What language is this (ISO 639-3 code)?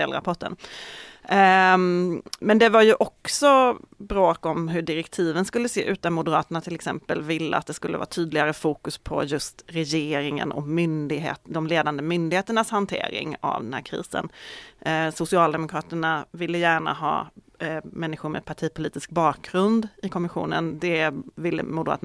swe